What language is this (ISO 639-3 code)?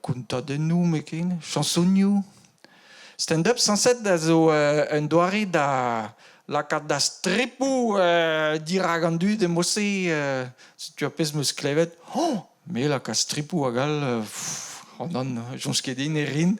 bre